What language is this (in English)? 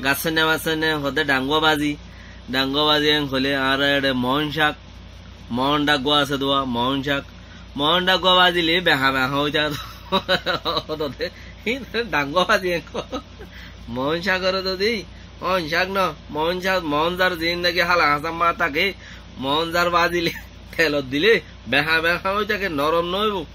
Rohingya